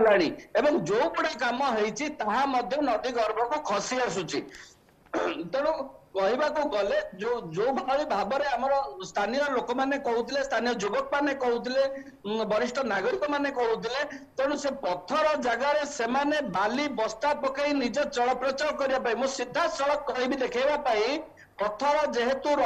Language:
Odia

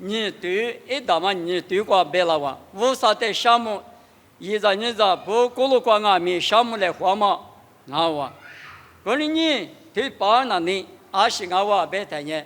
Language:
Lisu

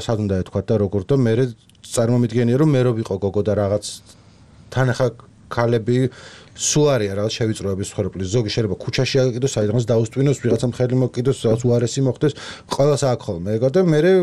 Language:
Georgian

